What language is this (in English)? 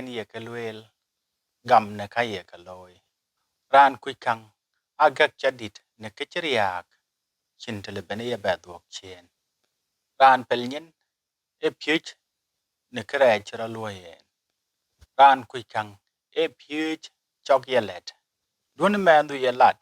Dinka